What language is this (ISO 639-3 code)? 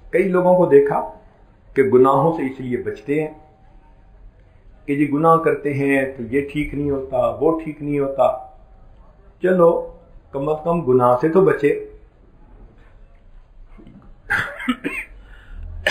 urd